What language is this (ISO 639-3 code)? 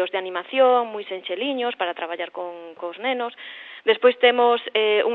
glg